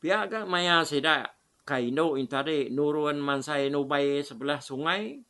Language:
Iban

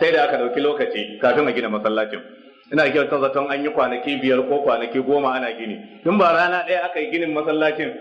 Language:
Hausa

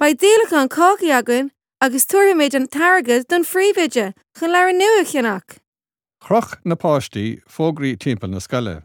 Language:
Irish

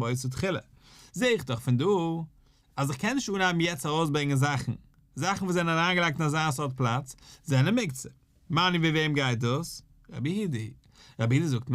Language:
Yiddish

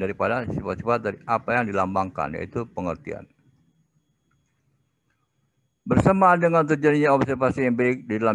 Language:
Indonesian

